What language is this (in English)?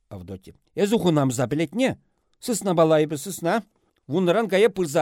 Chuvash